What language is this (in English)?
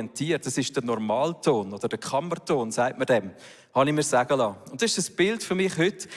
Swiss German